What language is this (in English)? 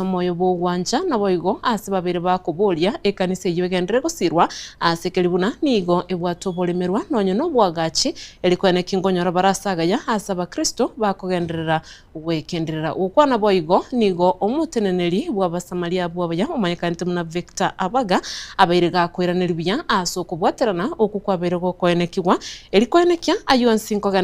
Gusii